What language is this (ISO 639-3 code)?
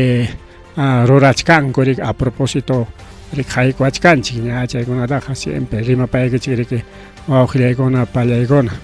quy